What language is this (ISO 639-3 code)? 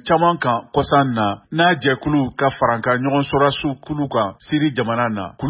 bam